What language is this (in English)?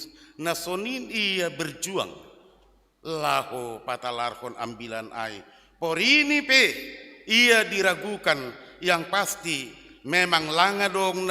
Batak Simalungun